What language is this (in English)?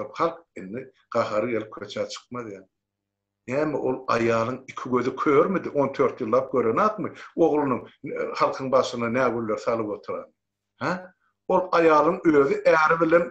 Turkmen